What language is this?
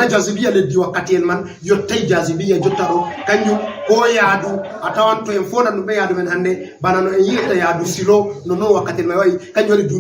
Fula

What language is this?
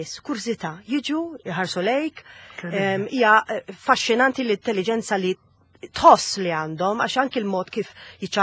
Maltese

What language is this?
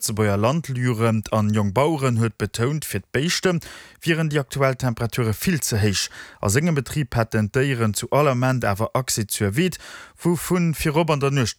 Luxembourgish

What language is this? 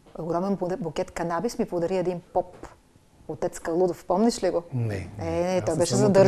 Bulgarian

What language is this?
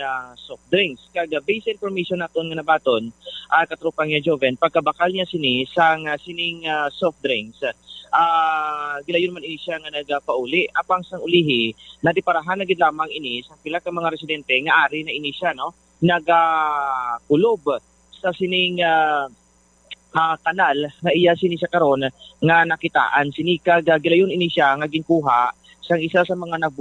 Hiligaynon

